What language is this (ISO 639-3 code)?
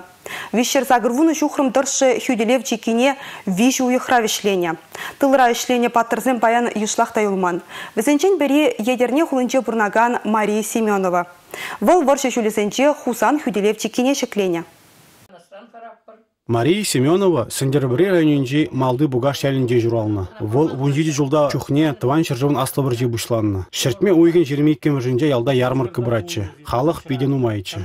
chv